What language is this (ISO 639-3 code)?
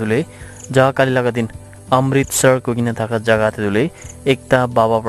nag